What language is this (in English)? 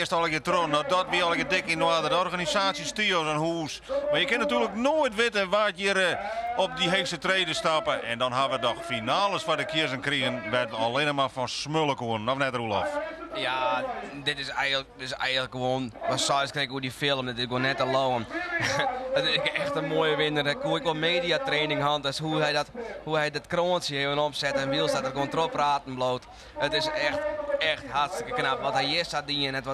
Western Frisian